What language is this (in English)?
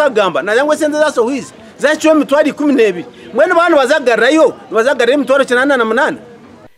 Nyankole